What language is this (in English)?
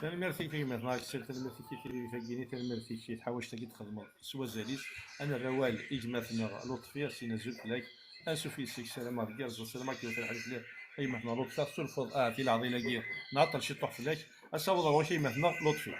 Kabyle